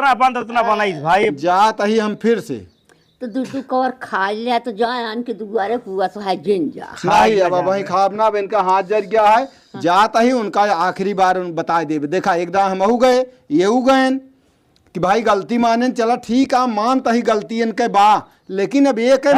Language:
Awadhi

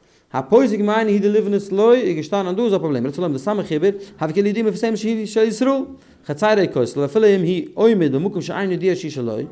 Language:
Yiddish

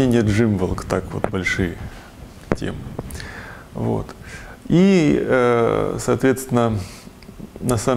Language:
Russian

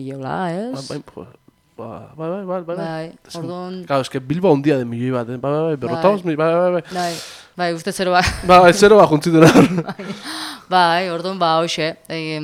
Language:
Basque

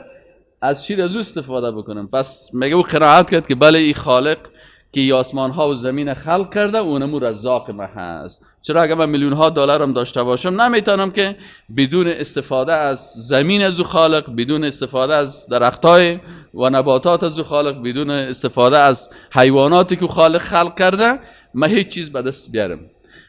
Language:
Persian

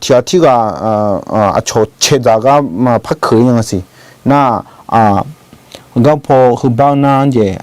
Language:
Akha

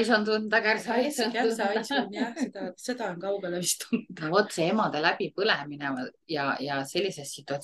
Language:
Estonian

